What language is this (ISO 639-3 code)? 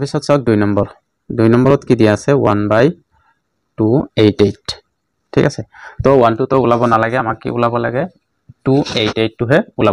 asm